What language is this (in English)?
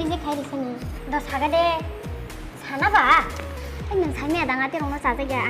Kok Borok